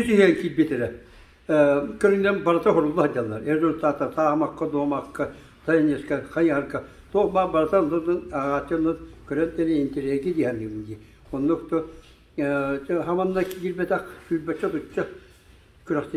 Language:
Yakut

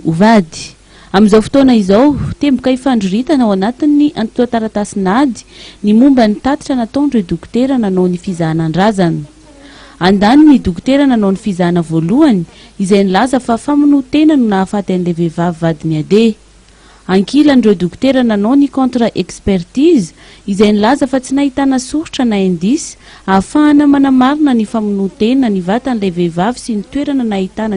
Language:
Malagasy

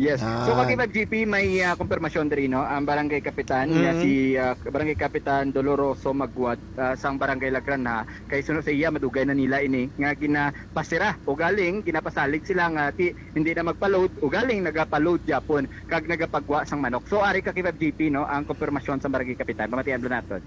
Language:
Hiligaynon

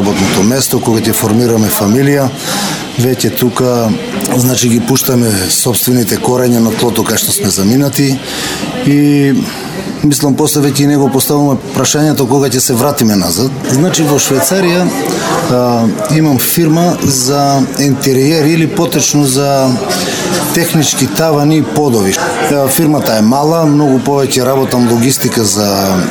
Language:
Macedonian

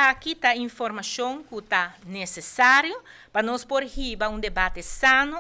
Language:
Papiamento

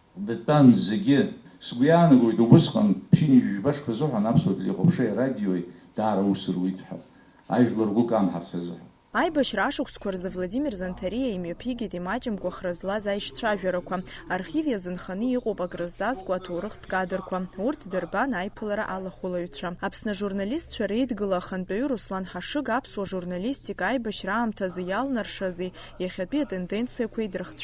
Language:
Abkhazian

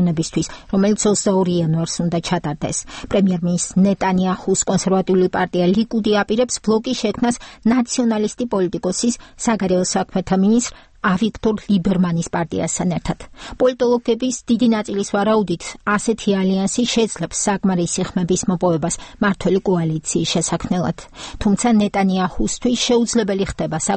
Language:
Georgian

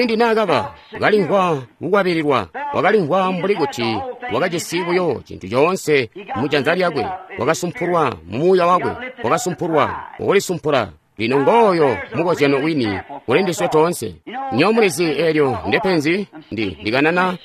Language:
Tonga (Zambia)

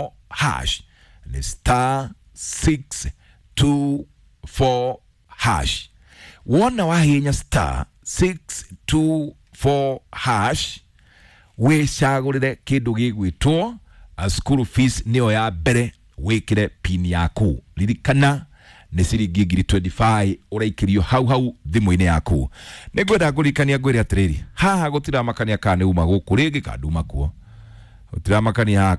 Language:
Kikuyu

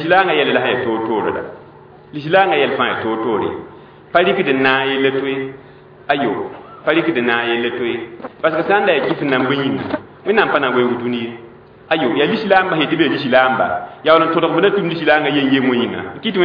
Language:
Mossi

